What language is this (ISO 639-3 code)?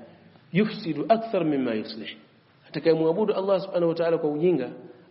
swa